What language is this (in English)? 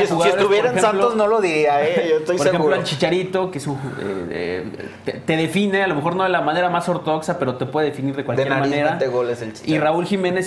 Spanish